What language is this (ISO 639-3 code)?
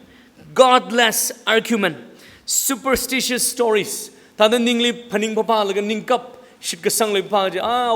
nmf